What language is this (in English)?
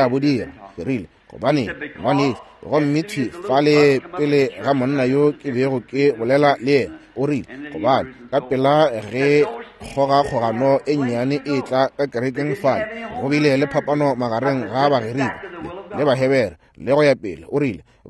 Northern Sotho